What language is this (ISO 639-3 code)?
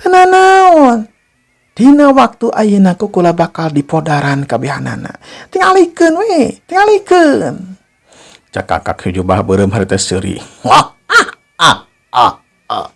sun